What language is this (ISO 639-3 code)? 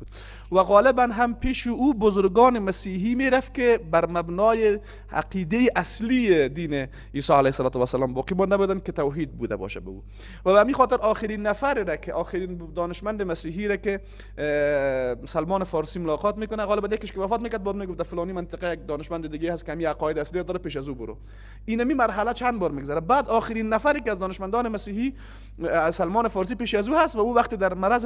fas